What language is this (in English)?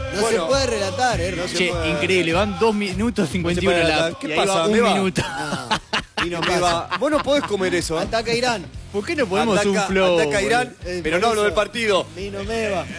Spanish